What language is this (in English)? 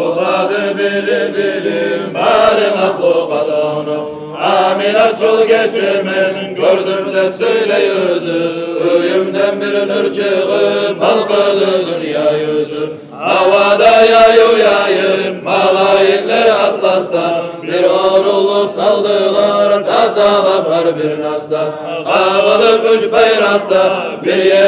Kumyk